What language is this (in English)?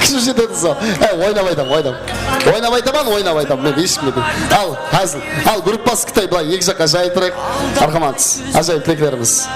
Kara-Kalpak